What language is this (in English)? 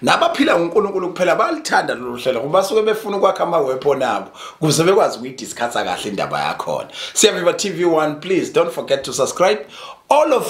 Zulu